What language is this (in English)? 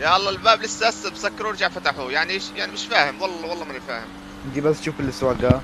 North Levantine Arabic